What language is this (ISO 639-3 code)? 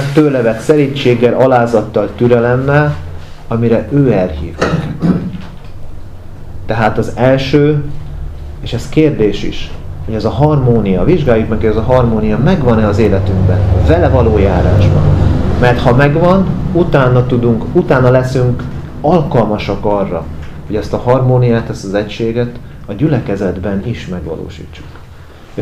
hun